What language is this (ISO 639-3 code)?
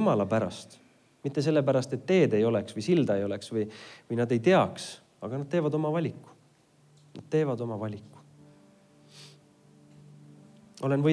est